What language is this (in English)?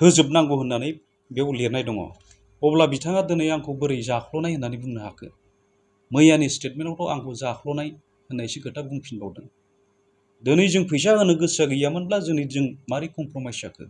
Bodo